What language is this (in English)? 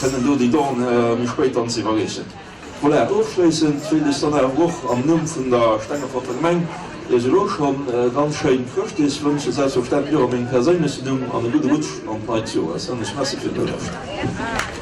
Luxembourgish